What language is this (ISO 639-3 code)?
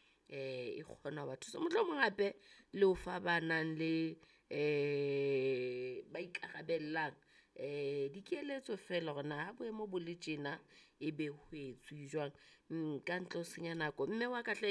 sot